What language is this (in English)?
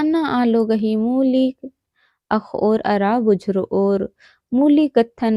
Kurukh